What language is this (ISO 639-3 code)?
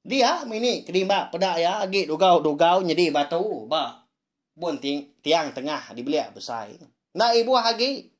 iba